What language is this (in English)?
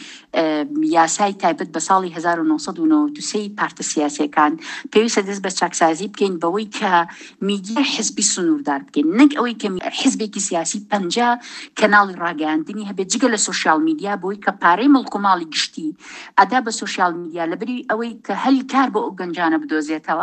Central Kurdish